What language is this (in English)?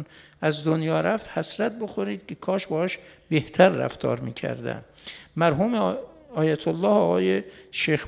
Persian